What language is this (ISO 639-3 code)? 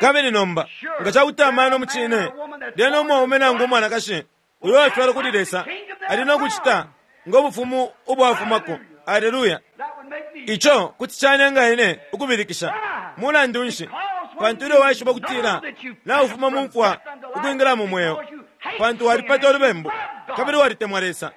bem